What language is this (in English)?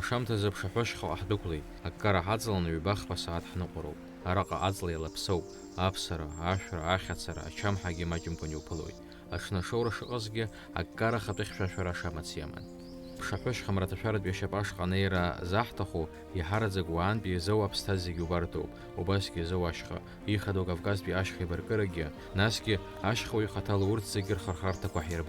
Abkhazian